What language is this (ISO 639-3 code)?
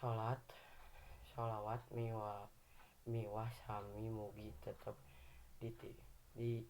sun